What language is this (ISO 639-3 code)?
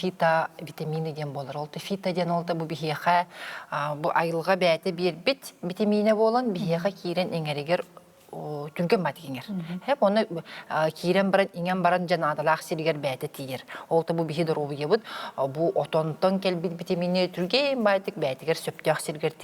sah